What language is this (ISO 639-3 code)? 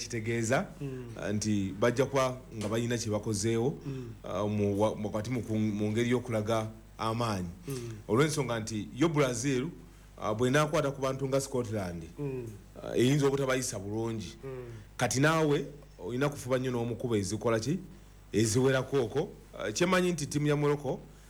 lug